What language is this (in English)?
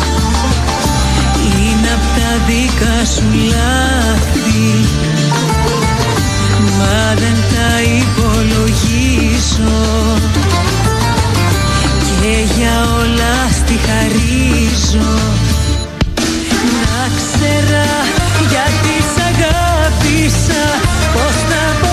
Greek